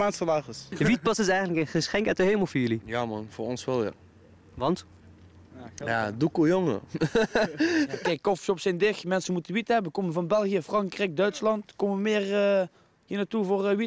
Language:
Dutch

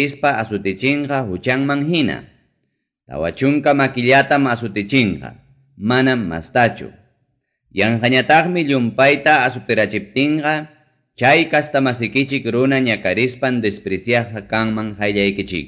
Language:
Ayacucho Quechua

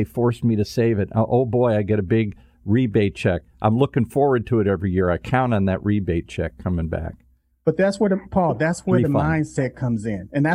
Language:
English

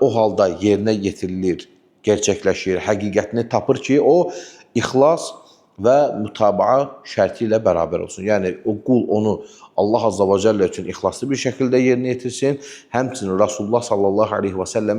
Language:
Azerbaijani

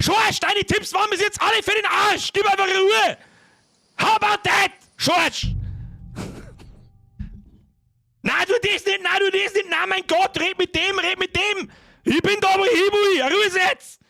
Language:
Bavarian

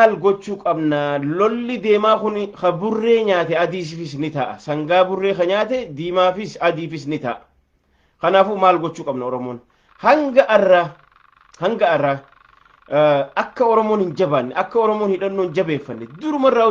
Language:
Oromo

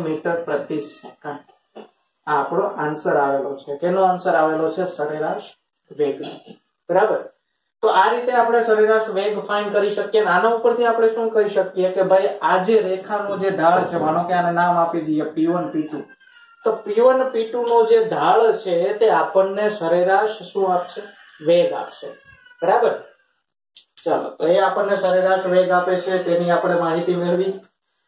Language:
Gujarati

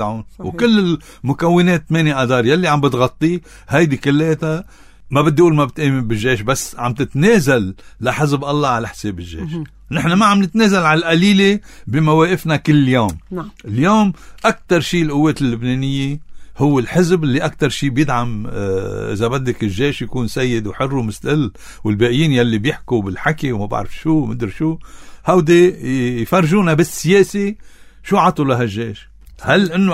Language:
North Levantine Arabic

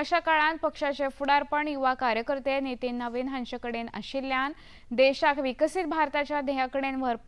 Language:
Konkani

